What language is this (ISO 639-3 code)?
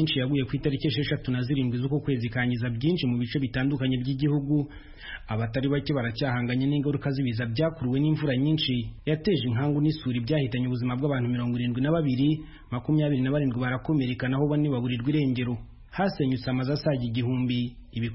kin